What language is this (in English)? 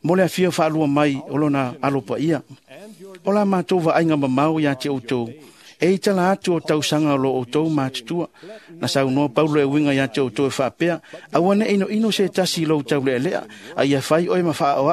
Samoan